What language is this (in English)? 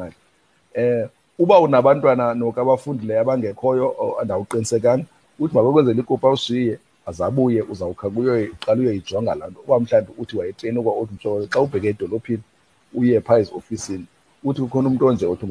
Xhosa